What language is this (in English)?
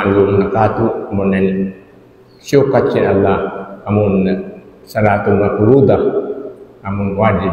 Tausug